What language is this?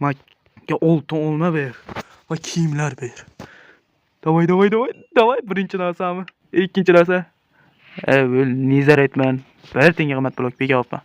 Uzbek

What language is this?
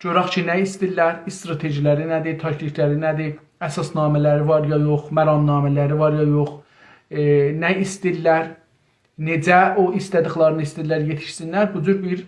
South Azerbaijani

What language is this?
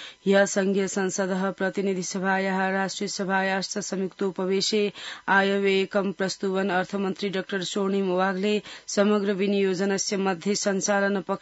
Sanskrit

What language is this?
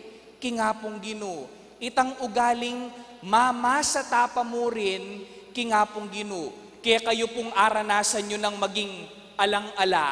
Pampanga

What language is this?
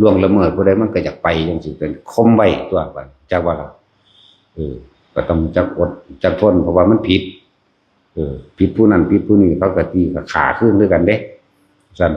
Northeastern Thai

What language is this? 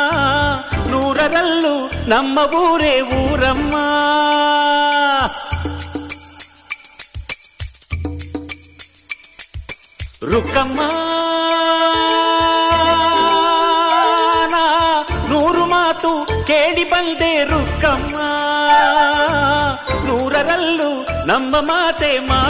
Kannada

